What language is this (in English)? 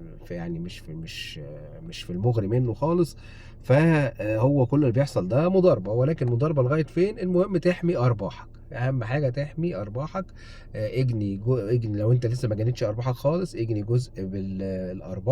Egyptian Arabic